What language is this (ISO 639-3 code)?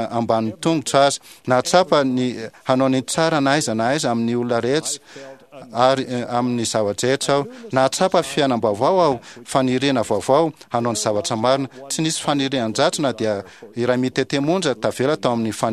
mlg